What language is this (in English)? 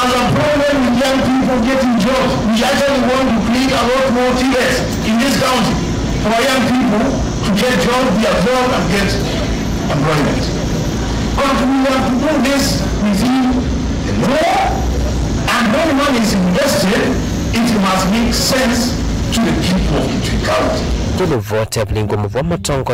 Kamba